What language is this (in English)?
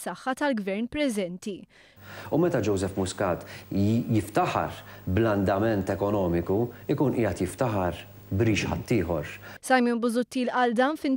Maltese